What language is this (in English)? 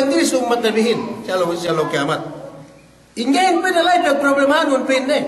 Yakan